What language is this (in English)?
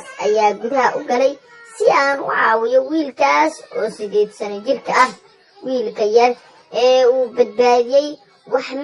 Somali